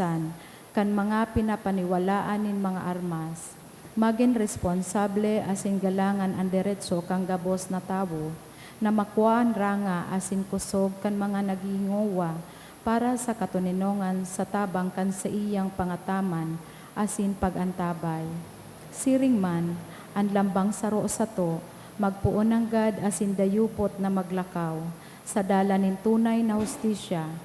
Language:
Bikol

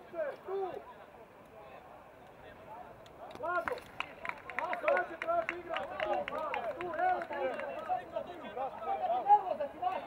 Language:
Croatian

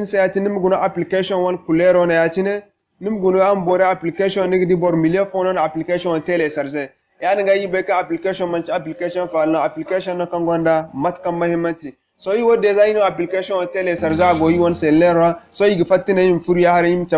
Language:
Zarma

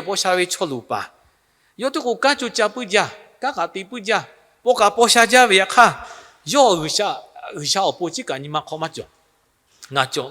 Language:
Lahu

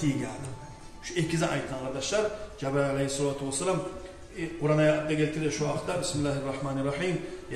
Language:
Kumyk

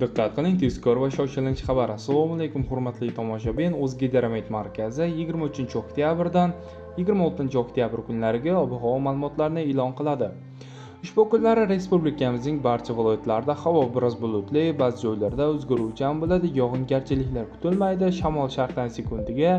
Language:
Uzbek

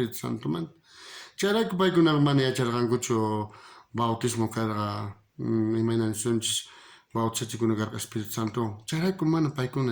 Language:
South Bolivian Quechua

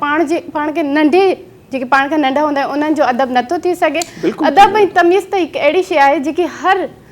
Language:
Sindhi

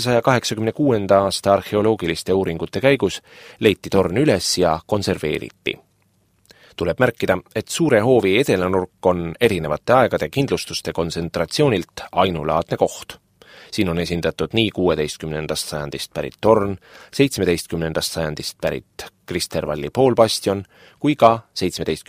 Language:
Estonian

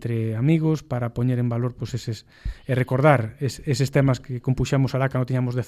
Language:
Galician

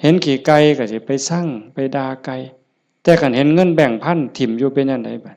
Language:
Northeastern Thai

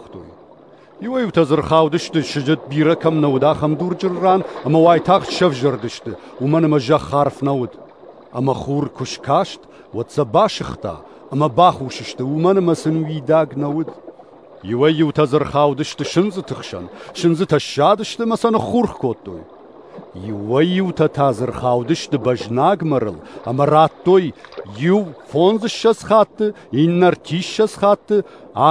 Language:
Ossetic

